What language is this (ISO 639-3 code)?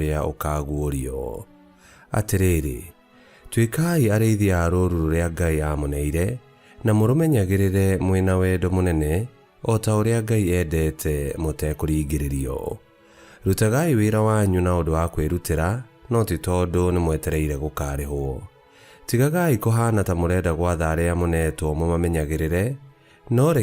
kik